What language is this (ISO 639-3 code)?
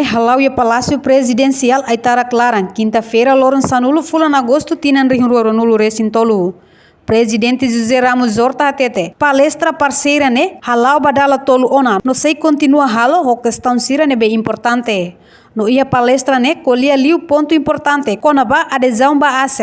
tet